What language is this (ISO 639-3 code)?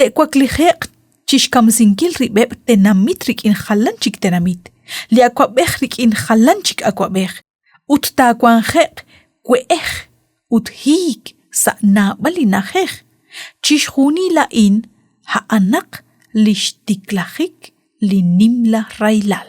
kek